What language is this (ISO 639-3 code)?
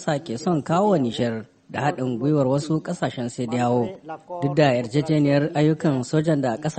hau